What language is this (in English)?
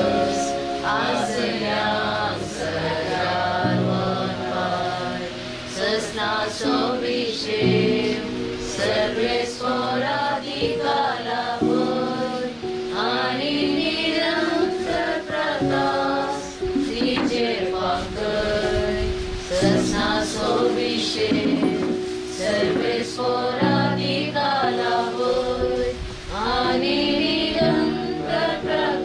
Konkani